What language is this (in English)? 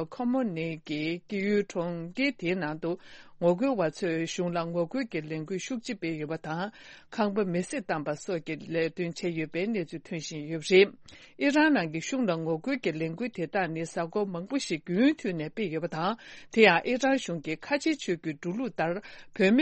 Tibetan